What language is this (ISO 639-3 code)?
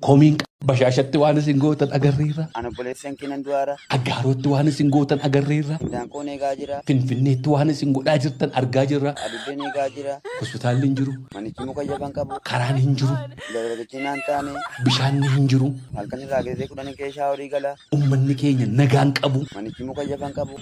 orm